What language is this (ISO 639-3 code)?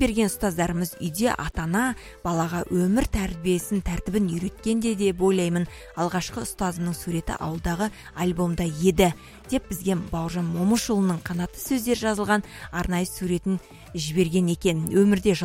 kaz